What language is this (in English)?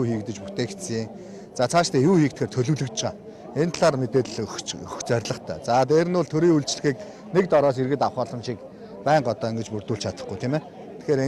Mongolian